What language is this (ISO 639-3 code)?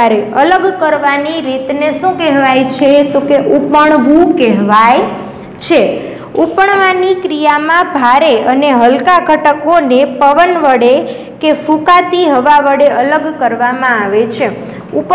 guj